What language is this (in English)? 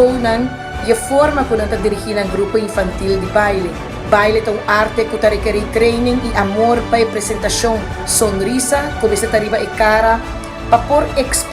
Papiamento